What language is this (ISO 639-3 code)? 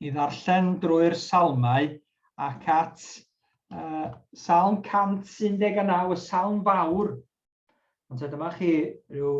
cym